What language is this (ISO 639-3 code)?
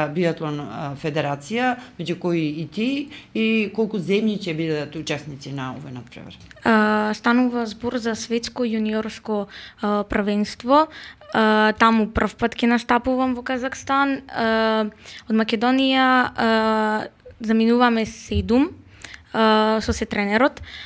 mkd